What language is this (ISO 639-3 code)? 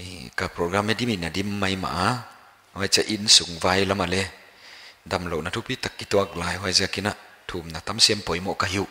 pck